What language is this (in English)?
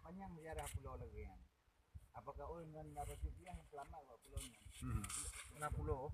Achinese